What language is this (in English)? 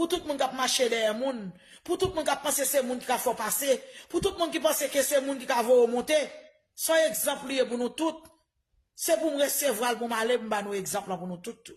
Haitian Creole